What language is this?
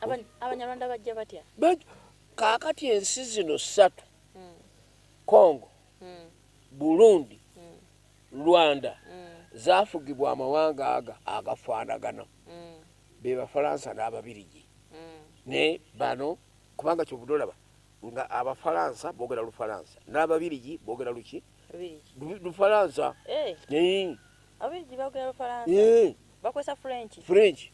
Ganda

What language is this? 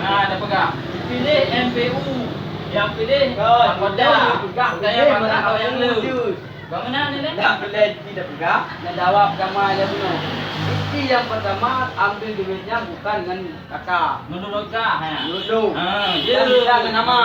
Achinese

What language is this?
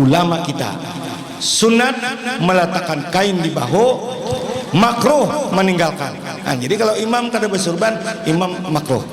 Banjar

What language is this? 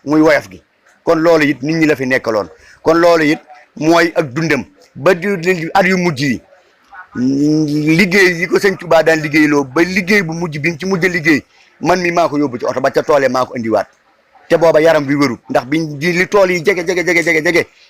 Wolof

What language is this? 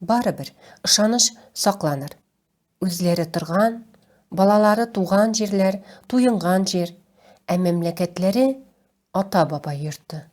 Tatar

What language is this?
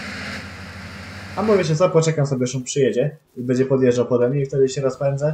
Polish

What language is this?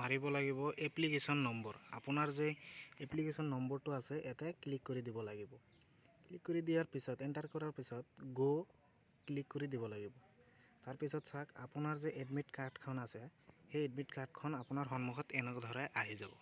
Assamese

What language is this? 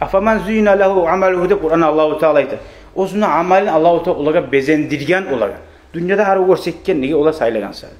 Kumyk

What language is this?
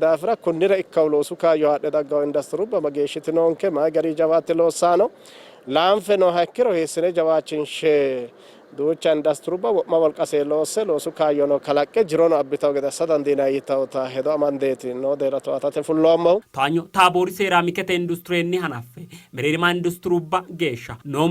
Sidamo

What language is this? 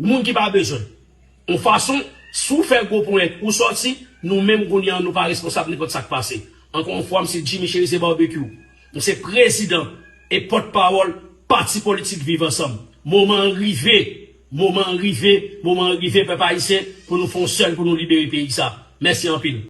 Haitian Creole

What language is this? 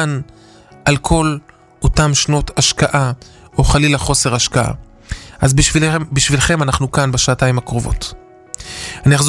Hebrew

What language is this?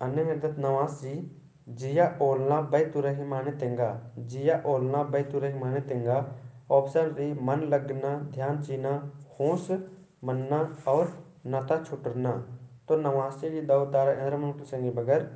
Kurukh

